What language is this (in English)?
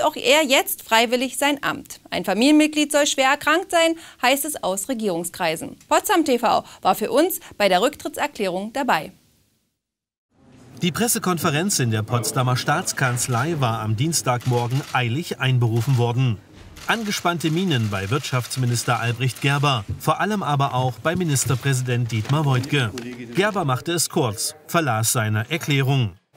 German